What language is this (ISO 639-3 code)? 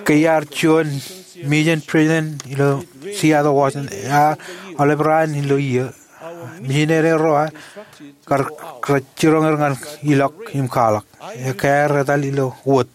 mah